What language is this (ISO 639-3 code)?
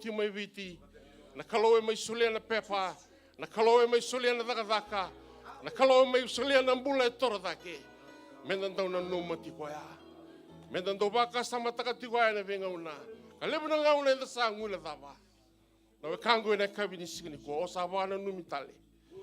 fij